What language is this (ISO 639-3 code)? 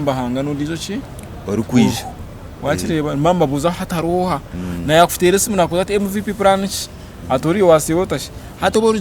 nyn